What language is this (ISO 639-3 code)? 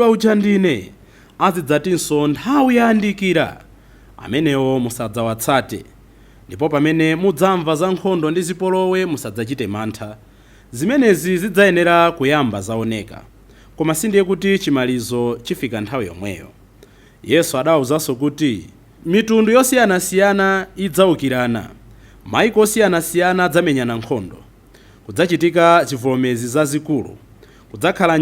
nya